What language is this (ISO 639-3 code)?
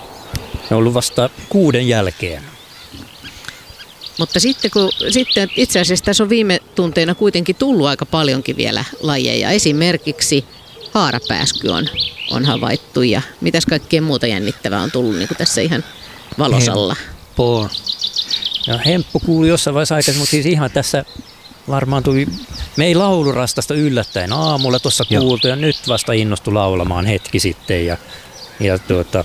fin